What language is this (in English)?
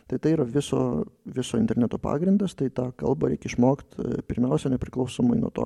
Lithuanian